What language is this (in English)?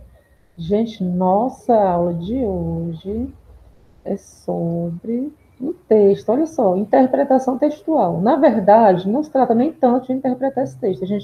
Portuguese